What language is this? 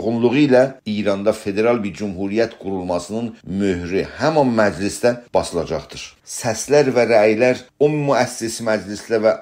South Azerbaijani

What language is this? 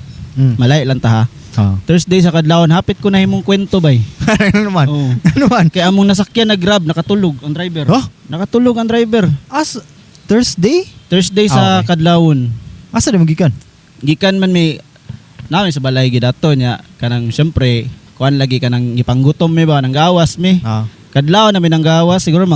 Cebuano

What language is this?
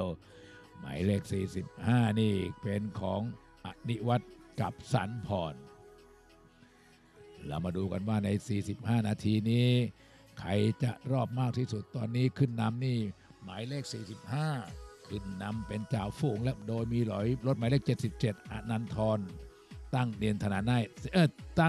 Thai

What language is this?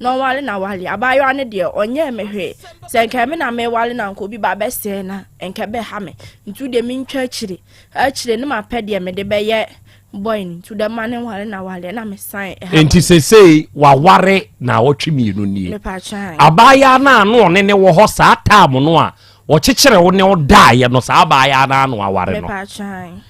Akan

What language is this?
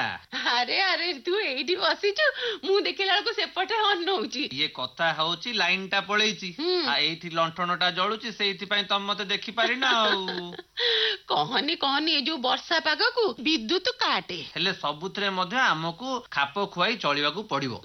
Odia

